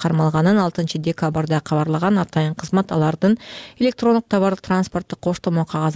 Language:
Kyrgyz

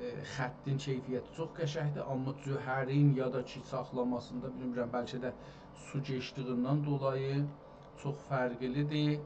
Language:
South Azerbaijani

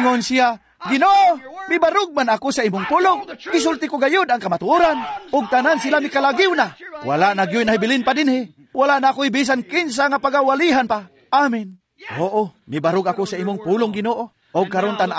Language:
Cebuano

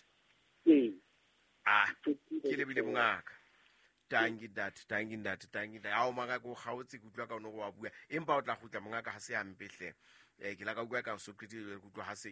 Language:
Southern Sotho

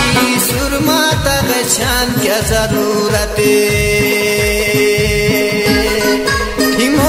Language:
Khowar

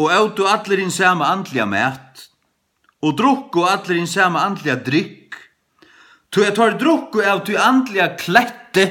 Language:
Faroese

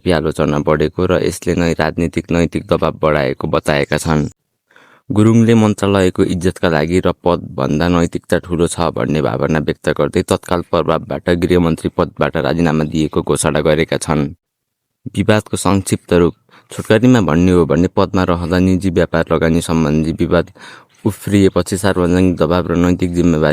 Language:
Nepali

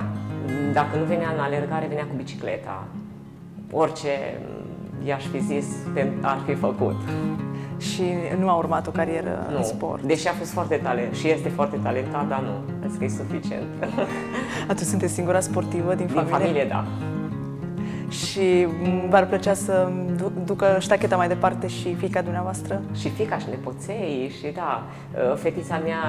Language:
Romanian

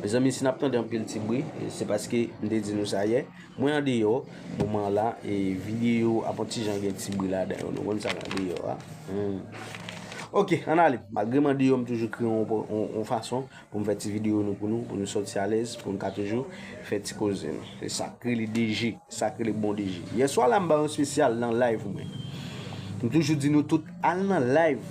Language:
Haitian Creole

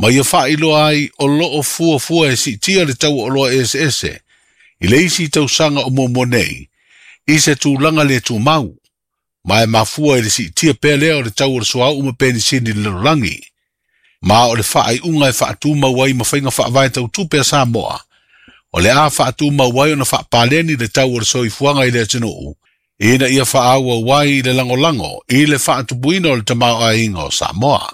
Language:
Samoan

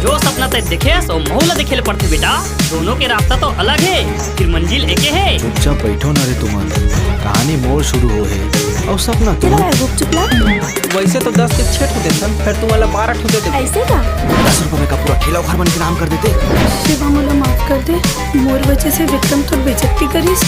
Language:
Chhattisgarhi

